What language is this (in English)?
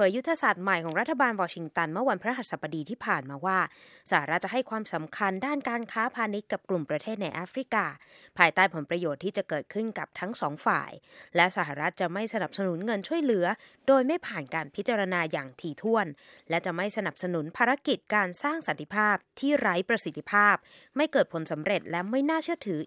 Thai